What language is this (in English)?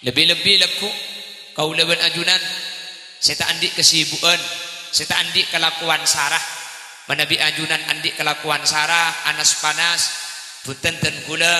Madurese